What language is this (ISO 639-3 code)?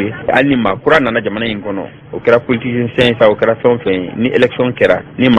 bam